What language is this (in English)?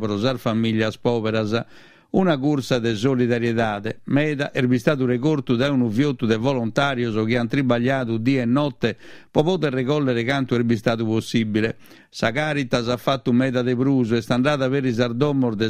Sardinian